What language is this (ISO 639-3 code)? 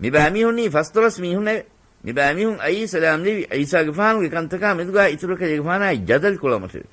div